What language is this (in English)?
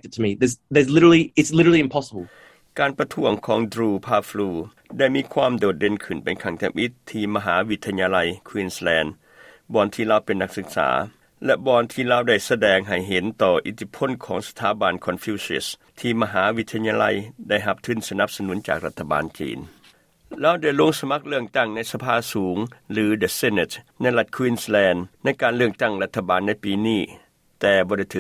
Lao